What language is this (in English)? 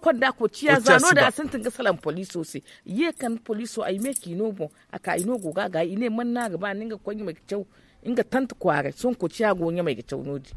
Zarma